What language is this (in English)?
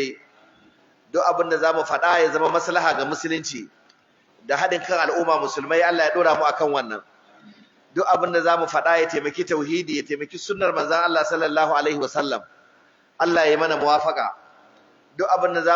Hausa